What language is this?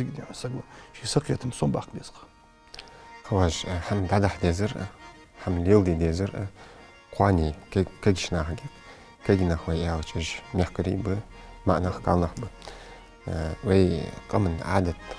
Ingush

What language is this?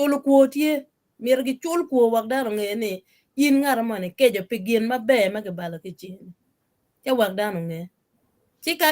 Acoli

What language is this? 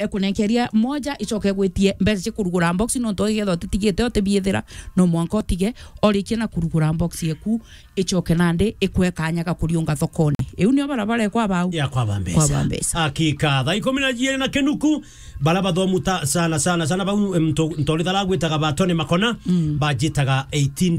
Meru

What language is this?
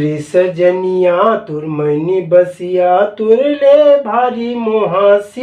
Chhattisgarhi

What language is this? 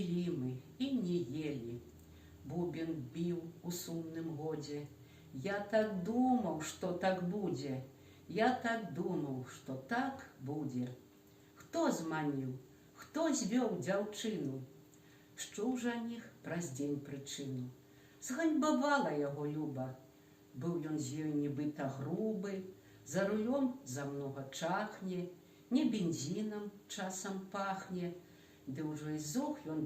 Belarusian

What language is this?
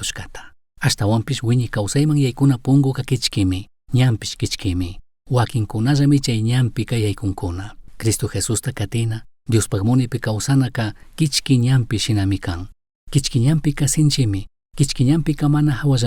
Chimborazo Highland Quichua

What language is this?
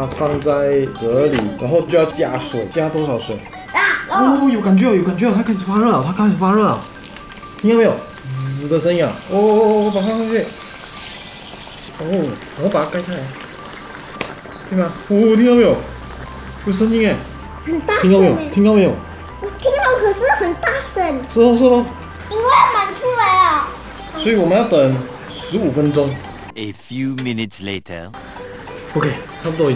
Chinese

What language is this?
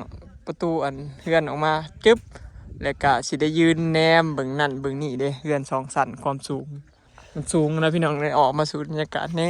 Northeastern Thai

